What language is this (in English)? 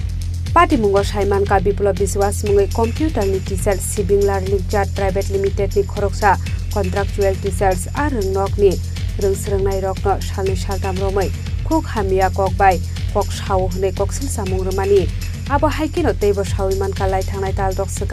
Kok Borok